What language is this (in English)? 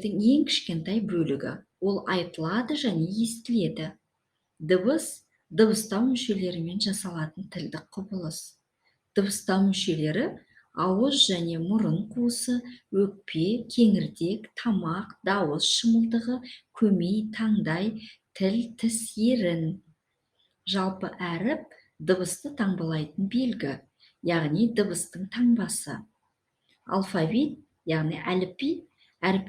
Kazakh